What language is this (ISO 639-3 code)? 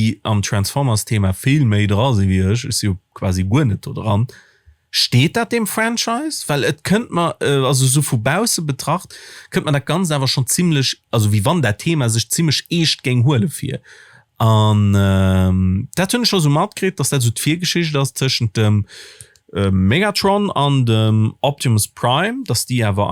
ltz